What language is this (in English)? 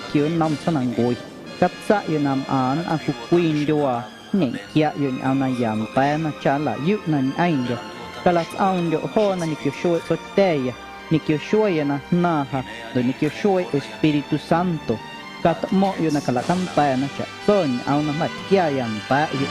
Guerrero Amuzgo